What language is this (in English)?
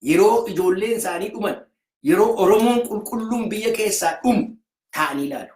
Oromo